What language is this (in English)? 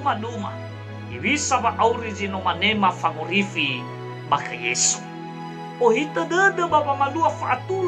Nias